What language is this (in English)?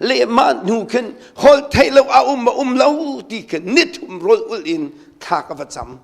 Hakha Chin